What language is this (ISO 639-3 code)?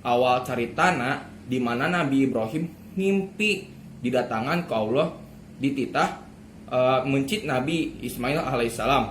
sun